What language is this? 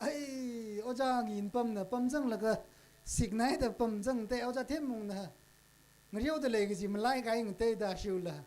Tangkhul Naga (India)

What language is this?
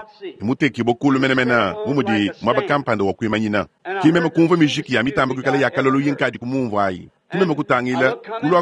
Luba-Lulua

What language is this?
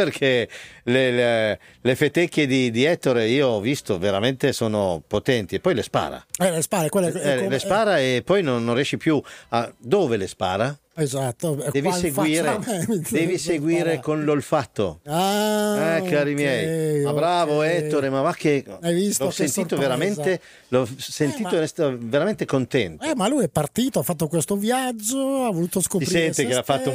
Italian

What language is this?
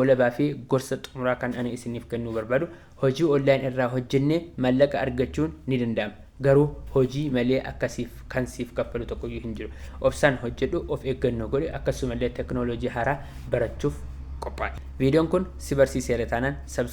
Oromo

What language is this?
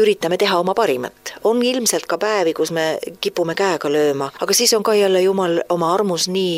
Estonian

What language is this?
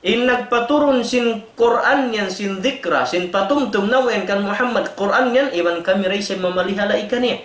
Tausug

